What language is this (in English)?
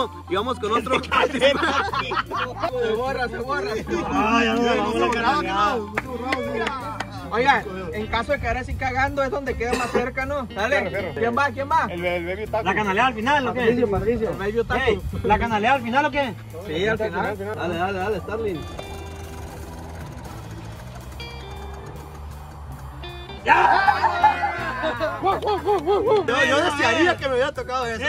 Spanish